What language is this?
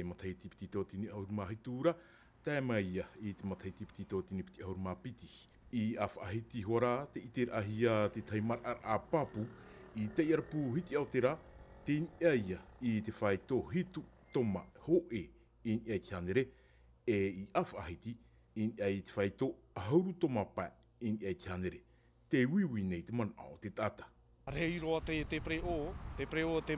Tahitian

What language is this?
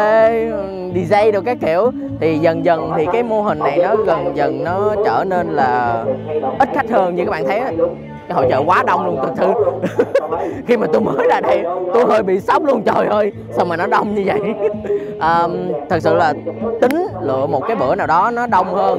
Vietnamese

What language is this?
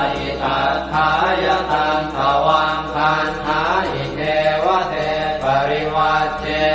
Pali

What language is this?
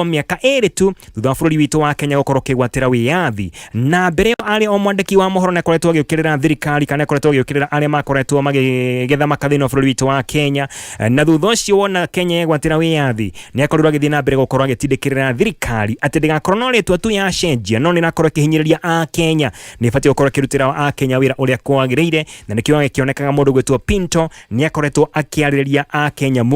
Kikuyu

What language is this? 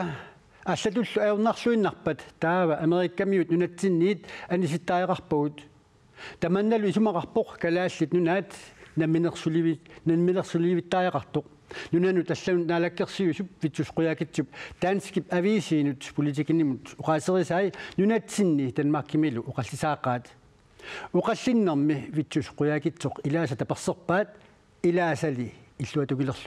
Kalaallisut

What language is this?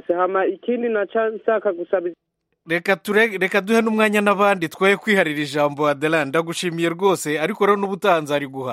Kinyarwanda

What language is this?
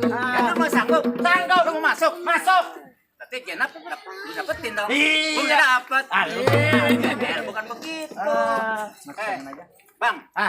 Betawi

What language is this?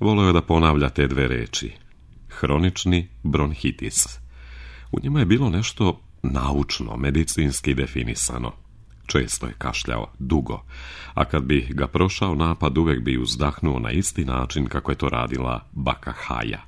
Serbian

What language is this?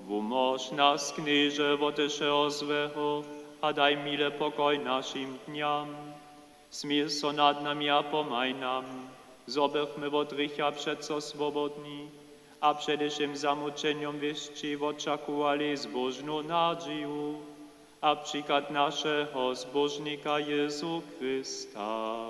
Upper Sorbian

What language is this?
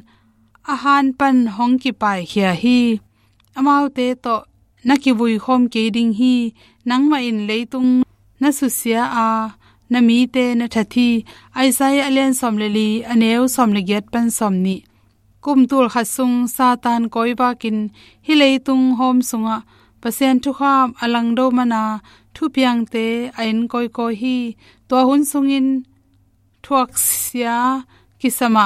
Tedim Chin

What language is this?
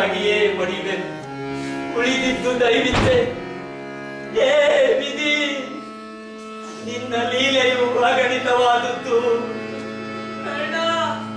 Kannada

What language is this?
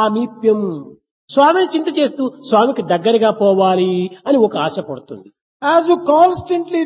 Telugu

